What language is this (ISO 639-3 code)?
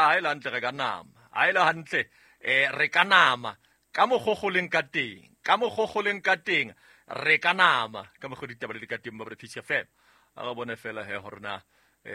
sot